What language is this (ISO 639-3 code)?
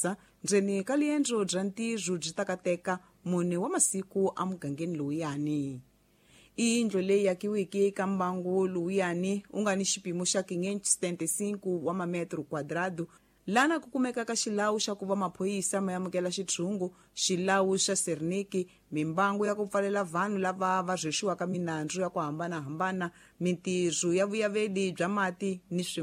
tso